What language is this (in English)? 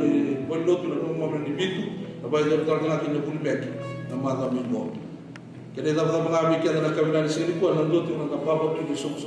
Fijian